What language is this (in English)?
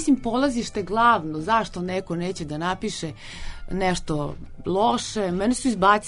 Serbian